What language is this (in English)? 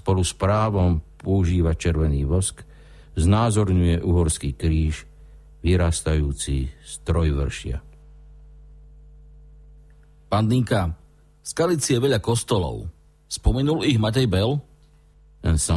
Slovak